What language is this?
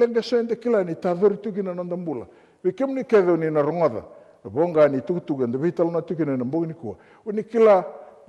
Fijian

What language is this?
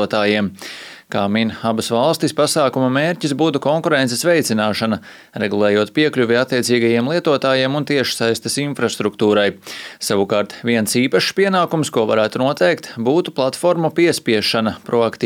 Latvian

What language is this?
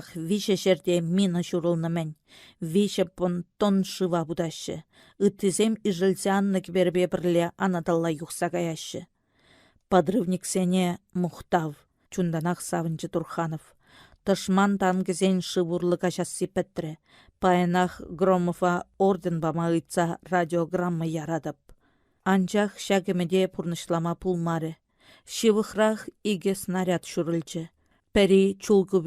Chuvash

